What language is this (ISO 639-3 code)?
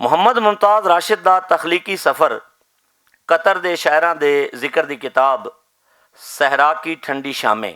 lah